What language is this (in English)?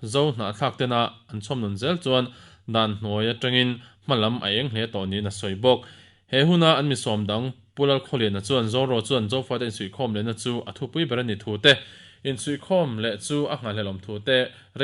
Mizo